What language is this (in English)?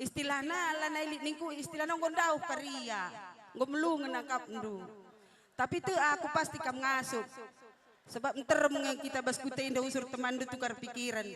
Batak Karo